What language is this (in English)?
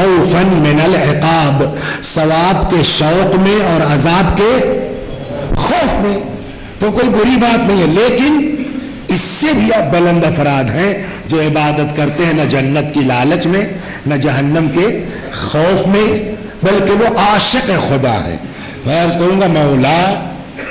Urdu